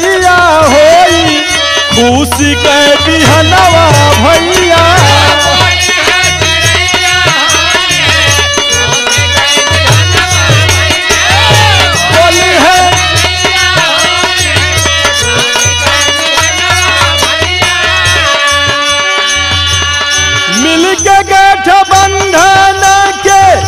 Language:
Bhojpuri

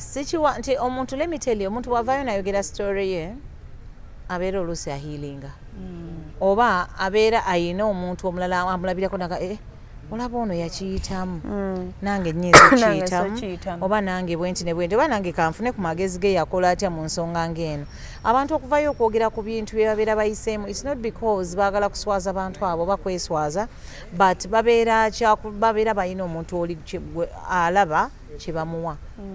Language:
Ganda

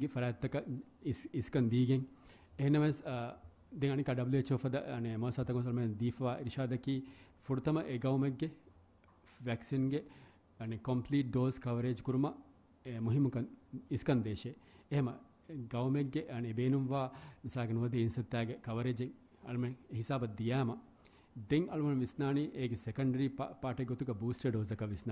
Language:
Divehi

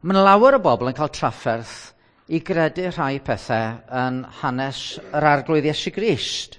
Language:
Welsh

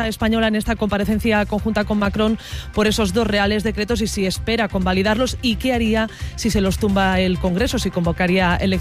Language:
Spanish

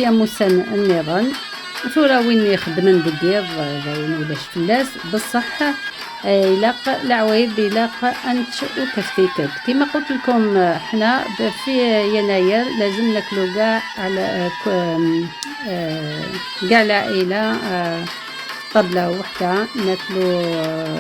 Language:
Algerian Arabic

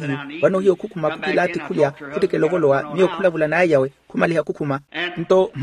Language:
Makhuwa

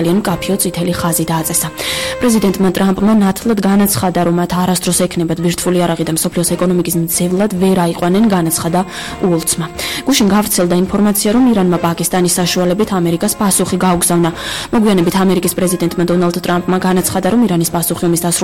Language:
Georgian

